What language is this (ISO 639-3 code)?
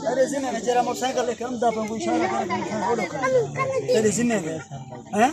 skr